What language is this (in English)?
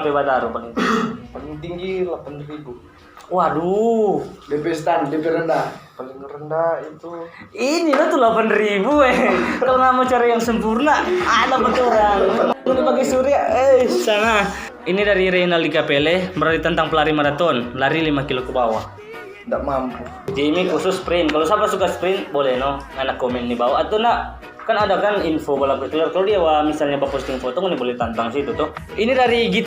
Manado Malay